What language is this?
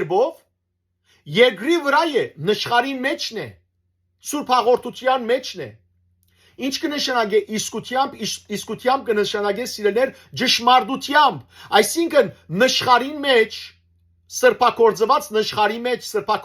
Western Armenian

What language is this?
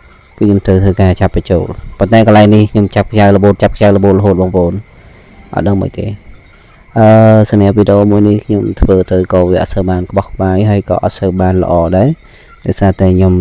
Khmer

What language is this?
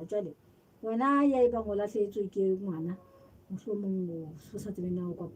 Southern Sotho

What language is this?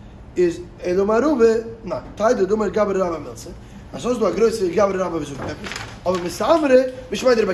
Yiddish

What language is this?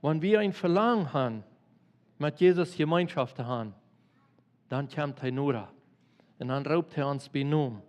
Plautdietsch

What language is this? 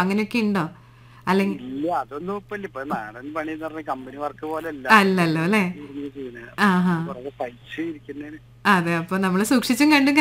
Malayalam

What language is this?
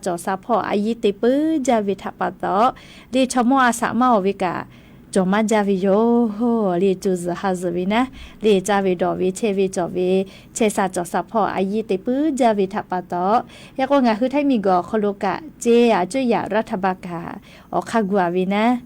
Lahu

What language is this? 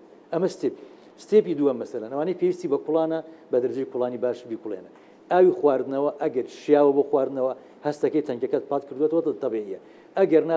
Central Kurdish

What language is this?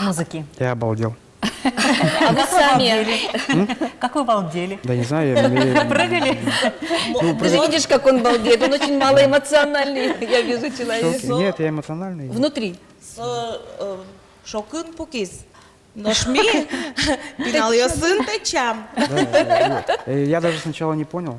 Udmurt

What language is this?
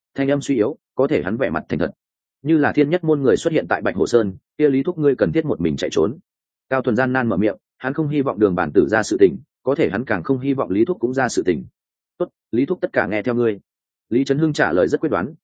Vietnamese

